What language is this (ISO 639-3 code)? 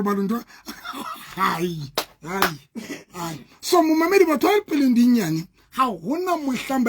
sot